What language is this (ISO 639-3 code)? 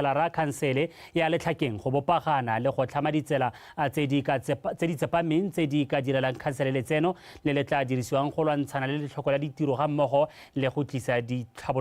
tsn